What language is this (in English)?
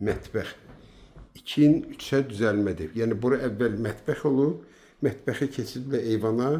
Azerbaijani